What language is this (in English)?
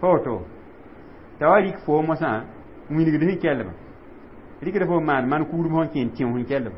Mossi